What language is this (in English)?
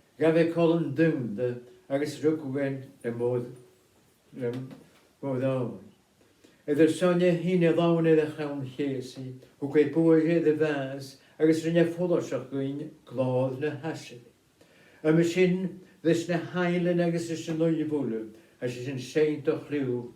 Scottish Gaelic